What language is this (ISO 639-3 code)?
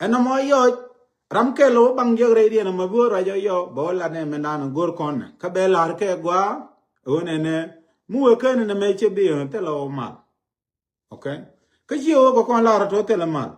nus